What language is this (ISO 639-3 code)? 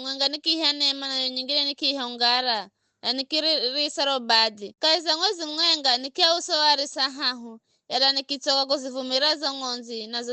nyf